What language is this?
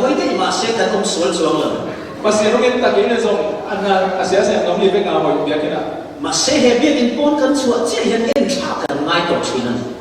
Falam Chin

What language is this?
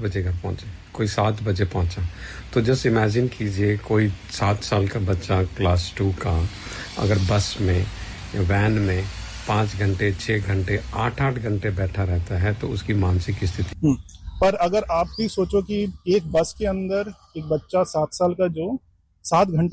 Hindi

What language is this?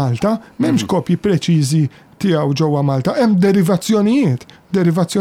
Maltese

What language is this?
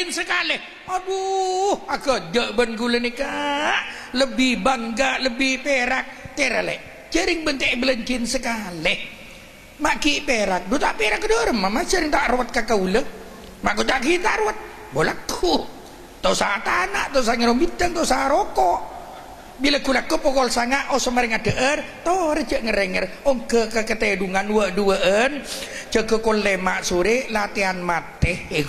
Madurese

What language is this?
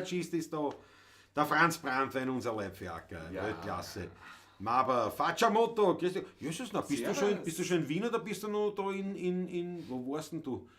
Bavarian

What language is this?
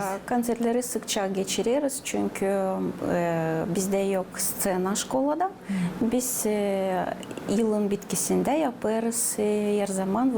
Gagauz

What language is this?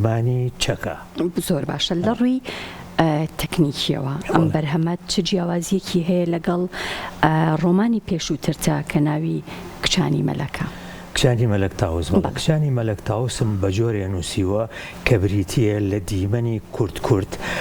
Central Kurdish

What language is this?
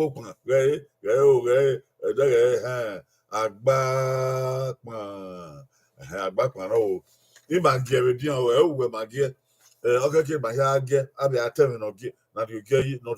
Bini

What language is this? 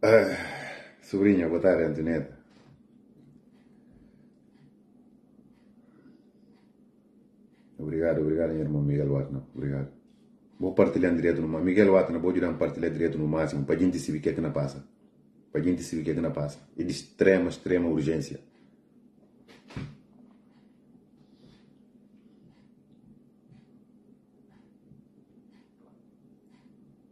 Portuguese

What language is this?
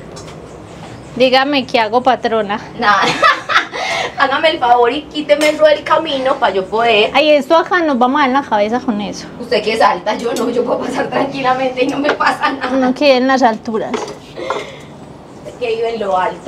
Spanish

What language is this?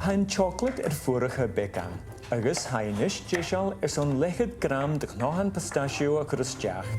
Scottish Gaelic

